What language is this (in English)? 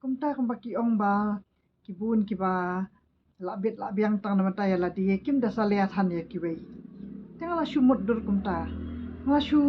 Khasi